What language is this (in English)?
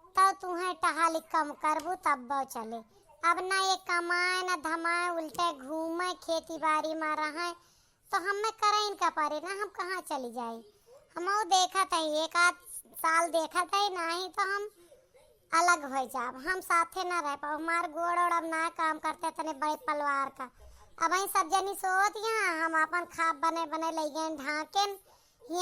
Awadhi